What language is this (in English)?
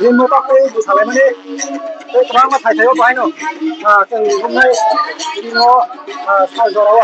Kok Borok